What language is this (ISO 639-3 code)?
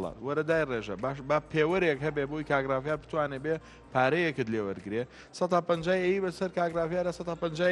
ckb